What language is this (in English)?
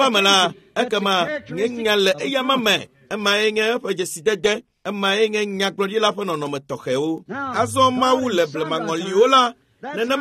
Ewe